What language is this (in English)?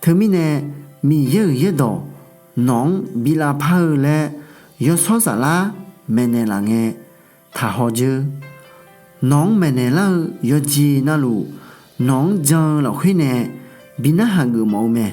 Akha